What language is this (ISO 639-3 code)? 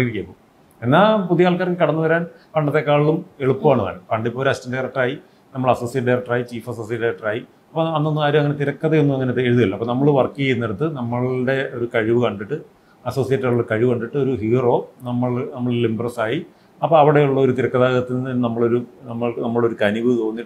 mal